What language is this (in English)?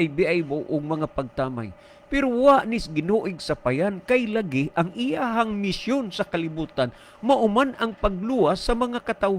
Cebuano